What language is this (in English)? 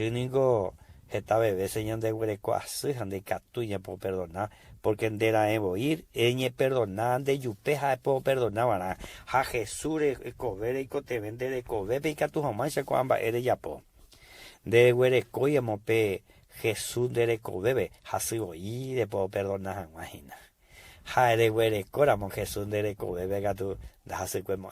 Guarani